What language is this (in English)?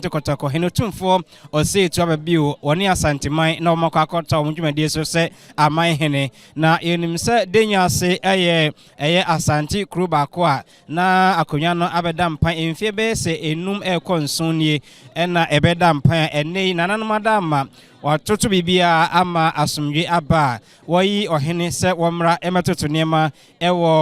Akan